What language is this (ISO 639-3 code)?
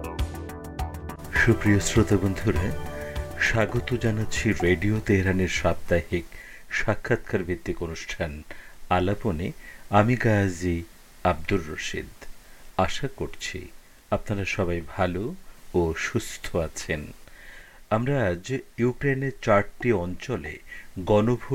ben